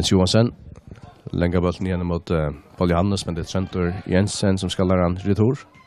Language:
Faroese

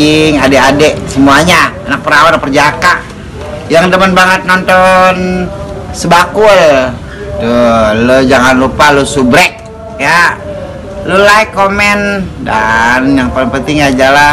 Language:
Betawi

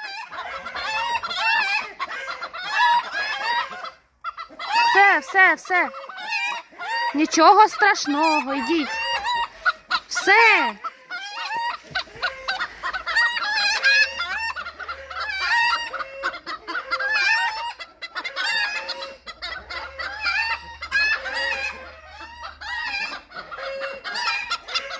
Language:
Ukrainian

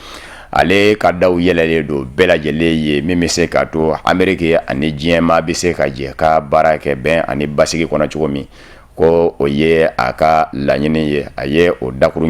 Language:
Bambara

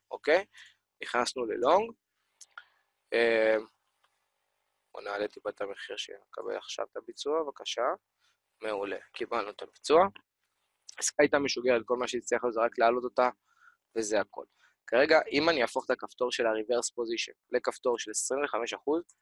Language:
Hebrew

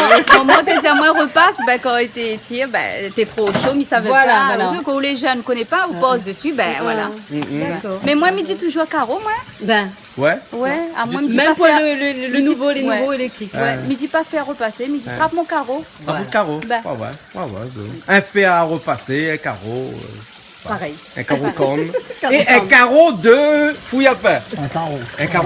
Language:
Réunion Creole French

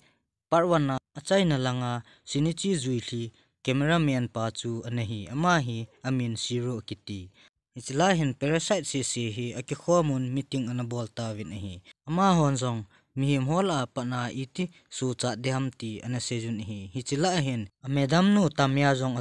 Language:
Thado Chin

